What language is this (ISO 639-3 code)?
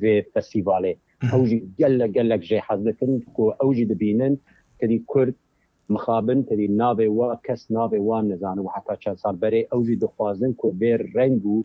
kur